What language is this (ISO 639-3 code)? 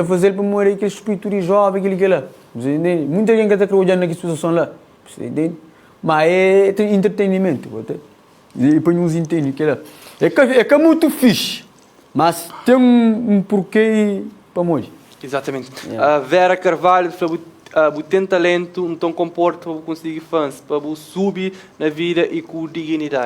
kea